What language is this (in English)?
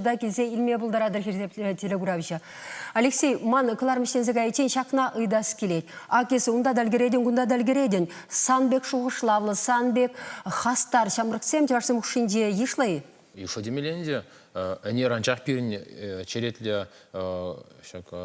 Chuvash